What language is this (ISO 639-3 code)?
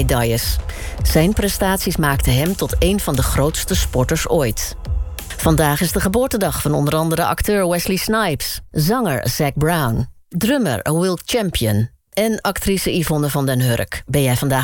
nld